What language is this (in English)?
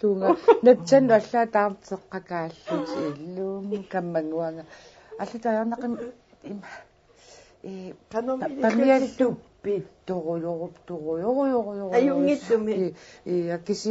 Kalaallisut